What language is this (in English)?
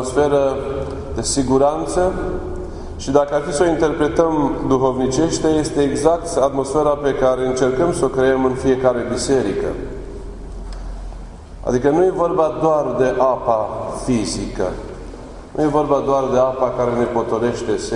Romanian